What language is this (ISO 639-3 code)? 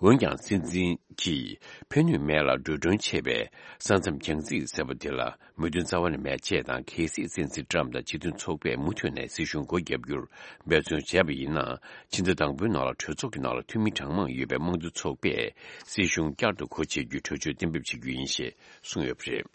bod